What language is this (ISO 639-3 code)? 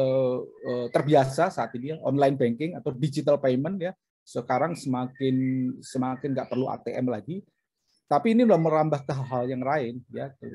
ind